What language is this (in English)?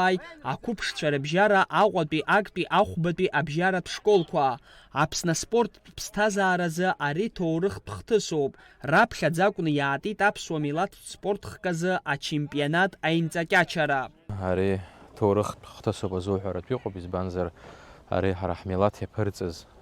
Abkhazian